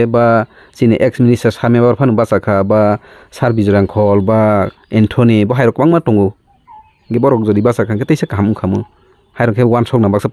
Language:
Kok Borok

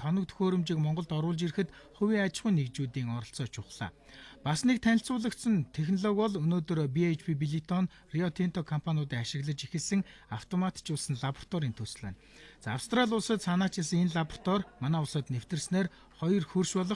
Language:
Mongolian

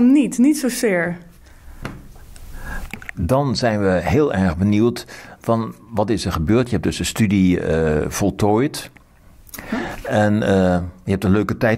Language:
Dutch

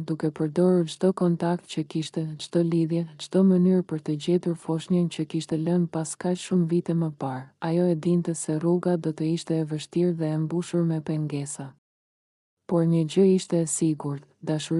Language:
Albanian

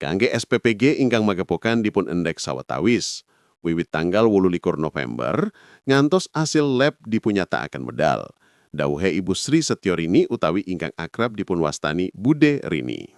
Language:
Javanese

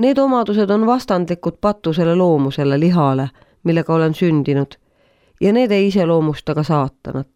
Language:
Estonian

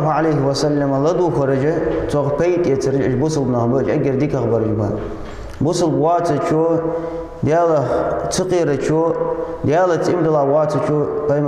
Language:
Ingush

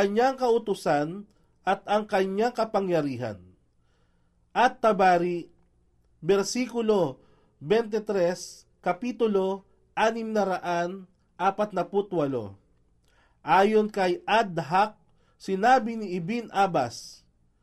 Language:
Filipino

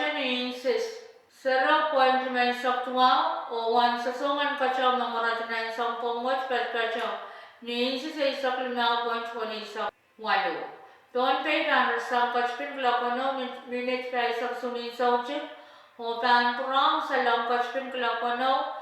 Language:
Pohnpeian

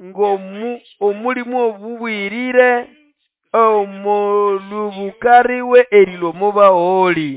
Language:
Nande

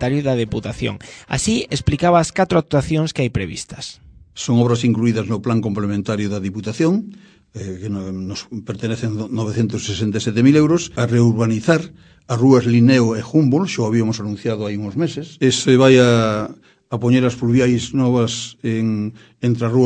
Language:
Galician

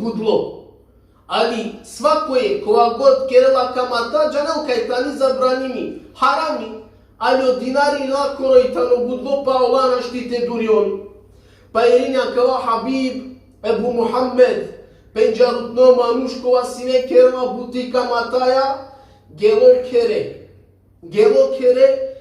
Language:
Balkan Romani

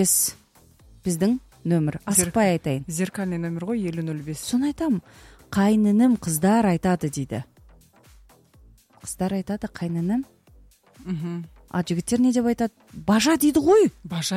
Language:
Kazakh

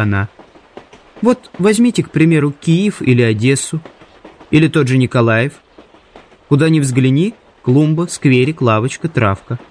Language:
Russian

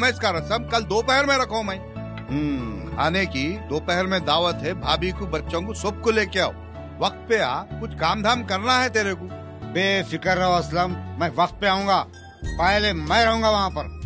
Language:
Deccan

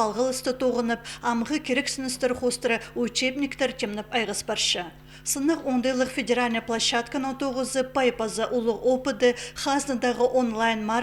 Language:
Khakas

